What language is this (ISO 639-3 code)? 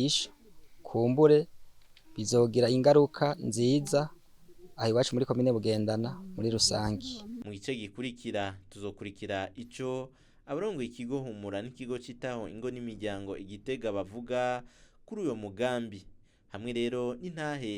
run